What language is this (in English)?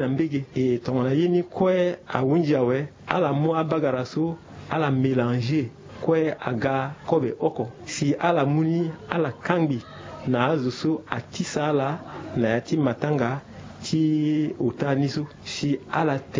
Sango